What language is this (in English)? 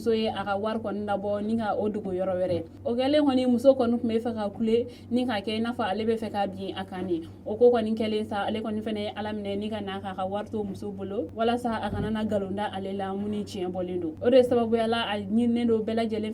Bambara